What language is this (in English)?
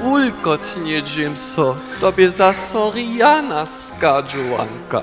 Upper Sorbian